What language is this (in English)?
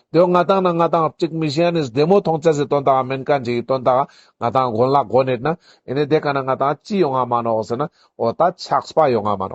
Ladakhi